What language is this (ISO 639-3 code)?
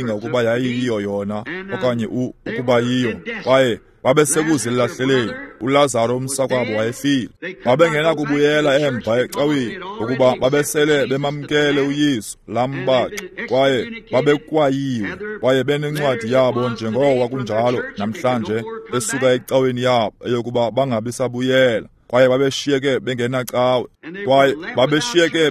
xho